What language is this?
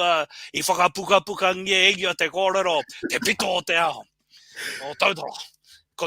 Māori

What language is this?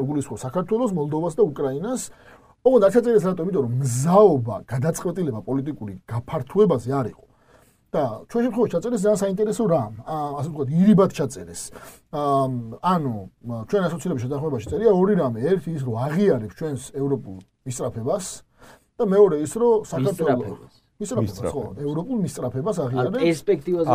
Georgian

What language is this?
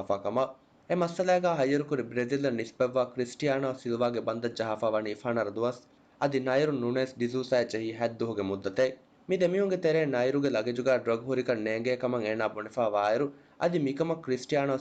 Divehi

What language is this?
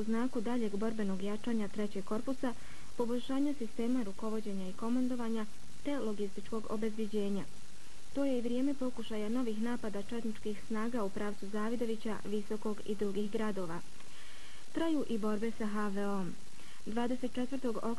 Bosnian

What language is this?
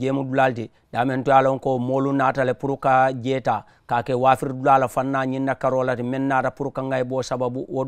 Mandingo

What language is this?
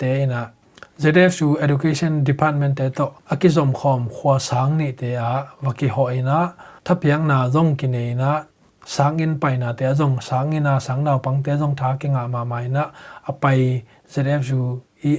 Tedim Chin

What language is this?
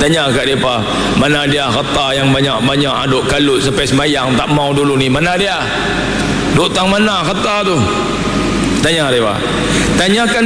Malay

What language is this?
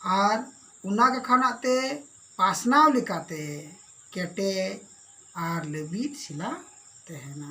Santali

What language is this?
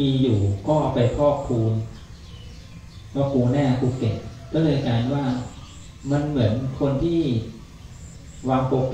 Thai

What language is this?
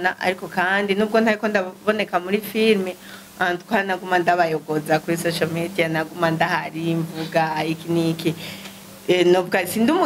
Rundi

